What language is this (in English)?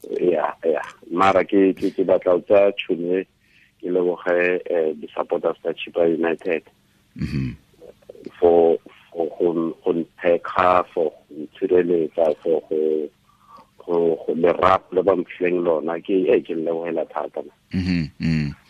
Tswana